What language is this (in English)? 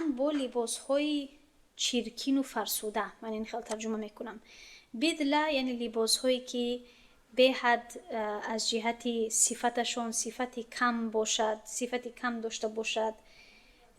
Tajik